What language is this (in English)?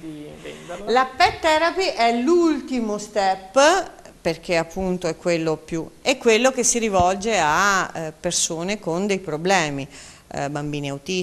Italian